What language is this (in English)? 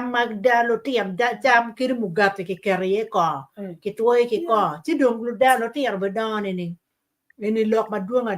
Acoli